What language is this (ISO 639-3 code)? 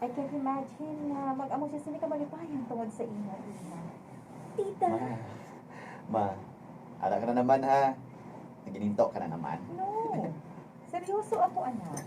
hil